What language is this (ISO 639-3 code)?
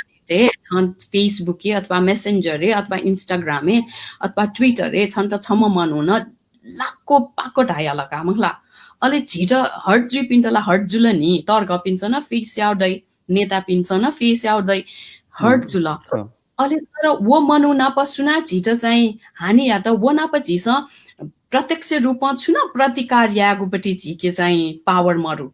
new